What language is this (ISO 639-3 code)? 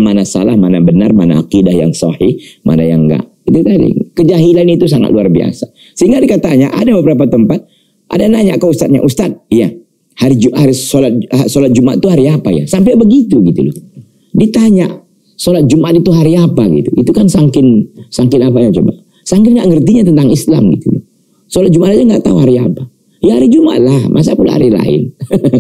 ind